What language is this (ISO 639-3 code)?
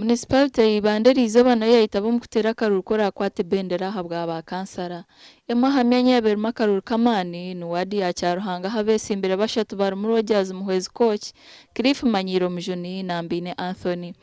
nyn